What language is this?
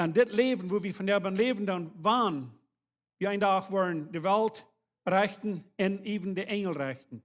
Plautdietsch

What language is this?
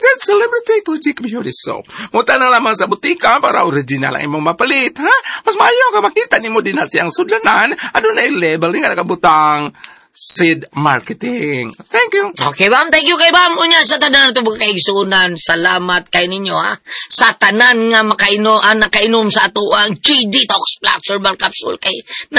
Cebuano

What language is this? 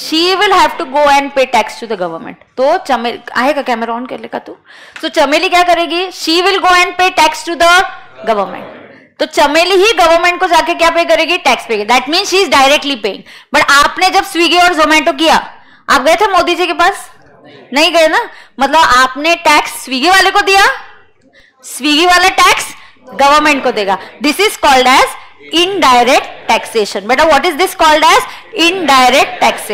Hindi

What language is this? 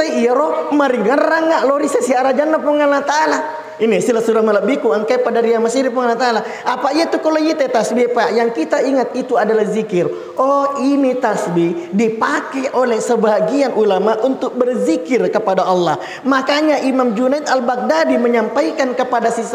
Buginese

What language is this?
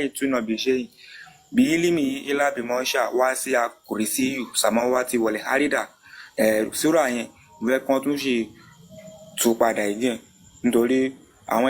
Yoruba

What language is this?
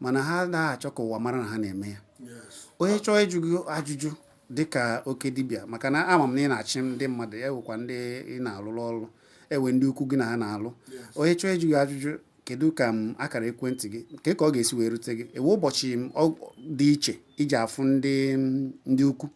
Igbo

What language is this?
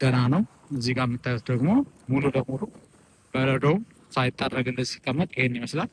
Amharic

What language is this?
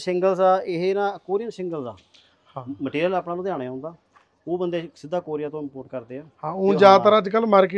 Punjabi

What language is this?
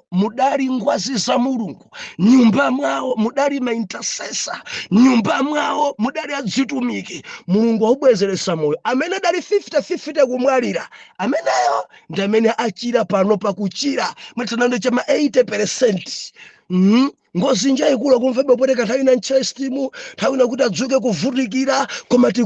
Nyanja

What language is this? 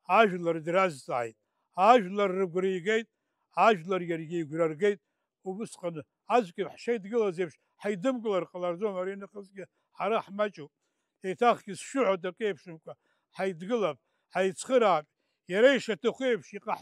Abkhazian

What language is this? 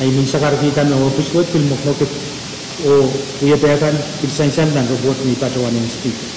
Pohnpeian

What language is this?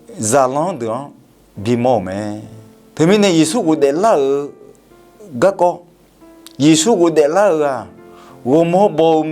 Akha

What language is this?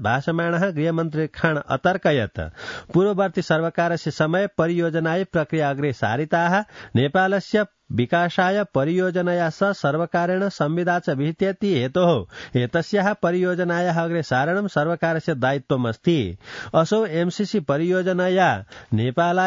Sanskrit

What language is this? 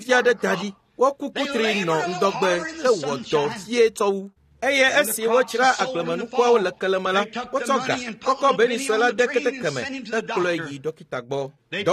Ewe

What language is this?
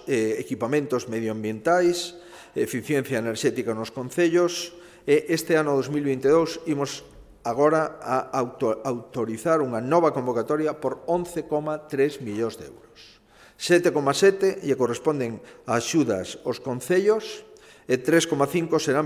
Galician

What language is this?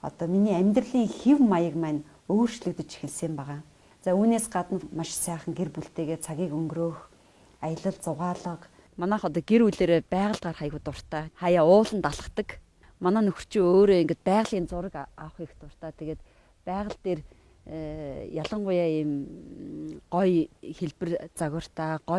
Mongolian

